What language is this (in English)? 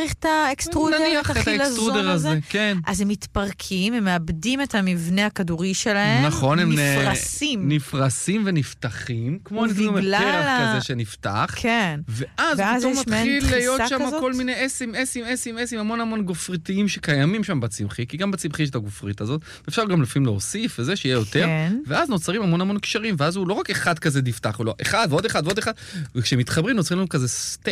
Hebrew